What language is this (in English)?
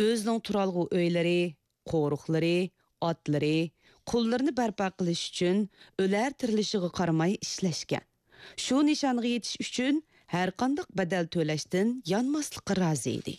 Uyghur